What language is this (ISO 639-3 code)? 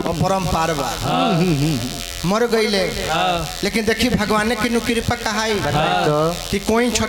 bho